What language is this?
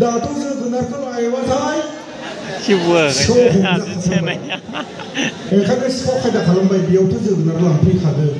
Bodo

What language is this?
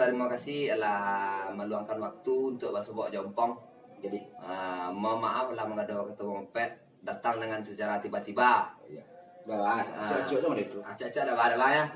Minangkabau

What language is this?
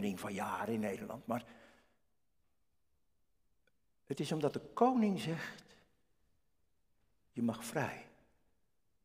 Dutch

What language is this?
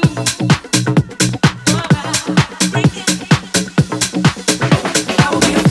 Basque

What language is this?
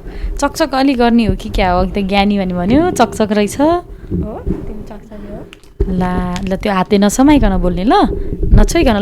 Nepali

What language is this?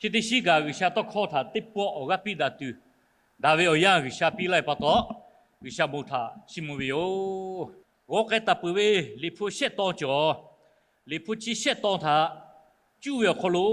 Lahu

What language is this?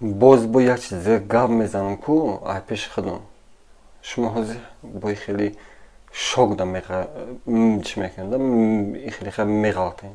Tajik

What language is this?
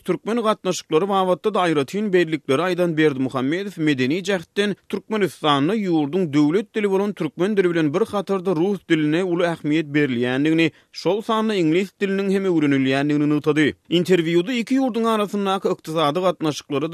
Turkmen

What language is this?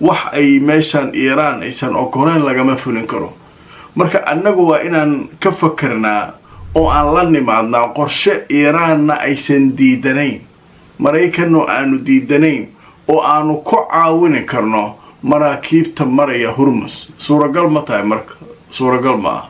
Somali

